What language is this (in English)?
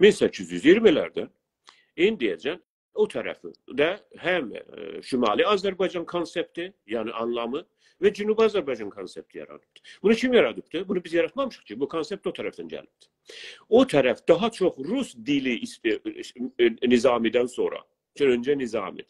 South Azerbaijani